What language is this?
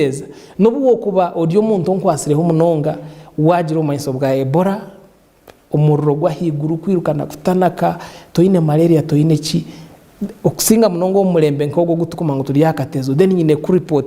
Nyankole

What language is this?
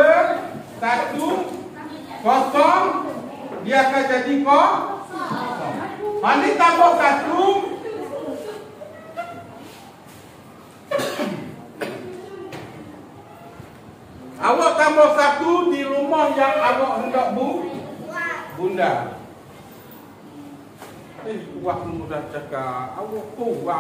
Malay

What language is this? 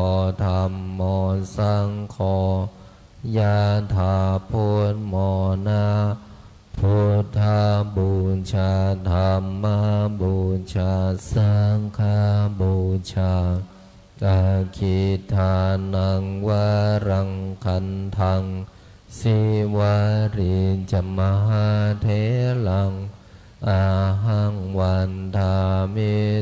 Pali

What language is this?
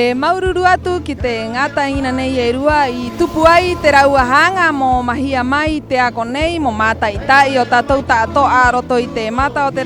Rapanui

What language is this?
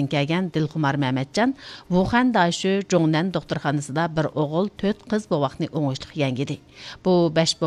Uyghur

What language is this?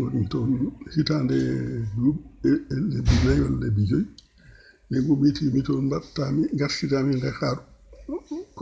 Fula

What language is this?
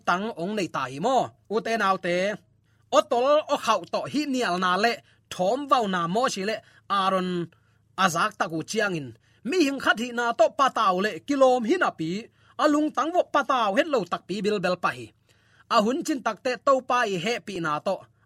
Tedim Chin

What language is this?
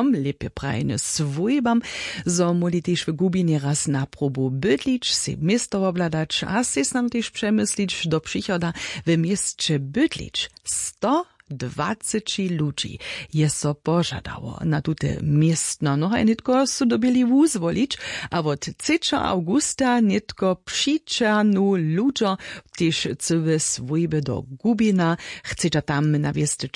Upper Sorbian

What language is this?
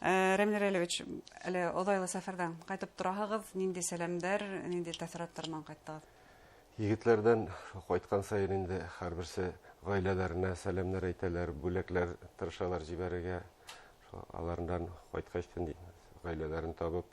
Bashkir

